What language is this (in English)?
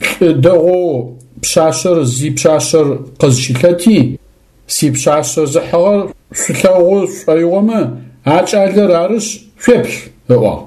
Adyghe